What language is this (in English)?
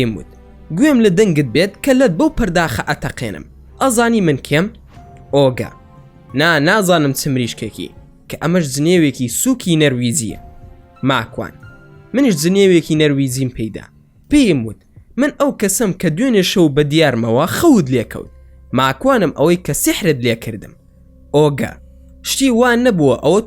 Central Kurdish